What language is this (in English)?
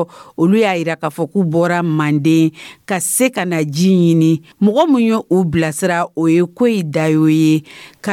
Dyula